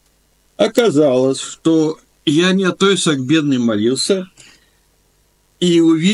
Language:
Russian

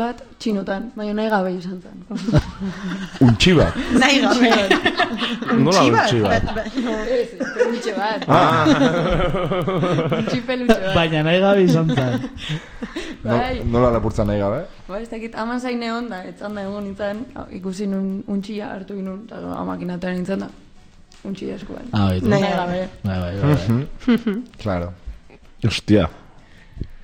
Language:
Basque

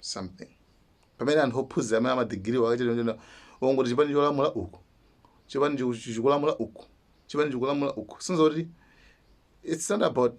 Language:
Nyanja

